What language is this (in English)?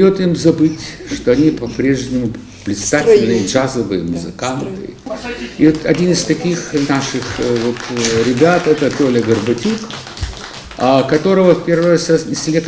Russian